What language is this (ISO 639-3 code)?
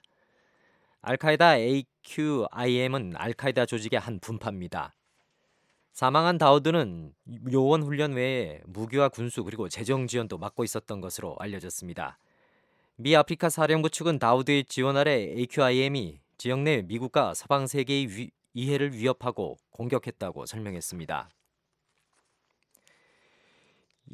kor